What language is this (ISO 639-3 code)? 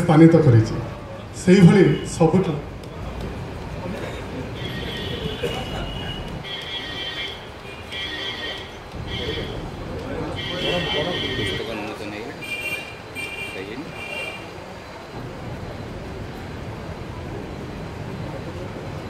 ori